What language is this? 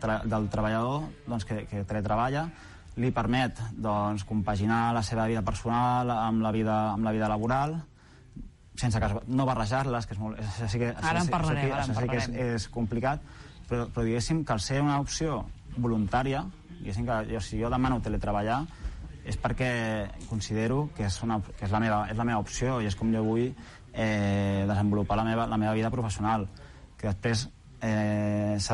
Catalan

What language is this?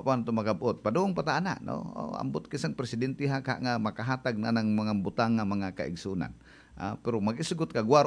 Cebuano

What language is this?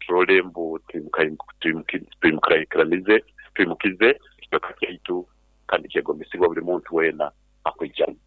Nyoro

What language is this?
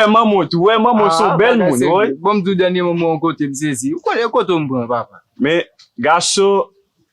Haitian Creole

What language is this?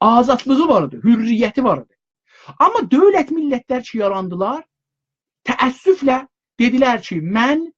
South Azerbaijani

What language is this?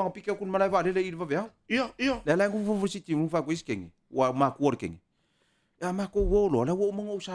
Samoan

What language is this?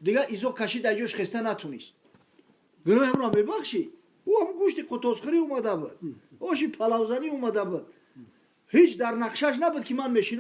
Tajik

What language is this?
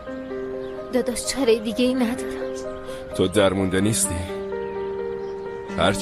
Persian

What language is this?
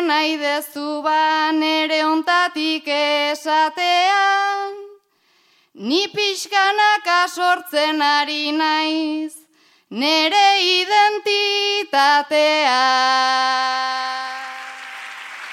Basque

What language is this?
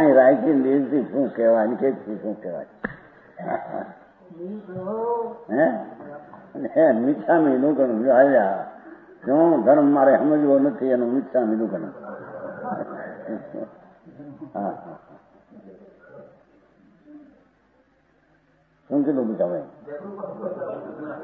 Gujarati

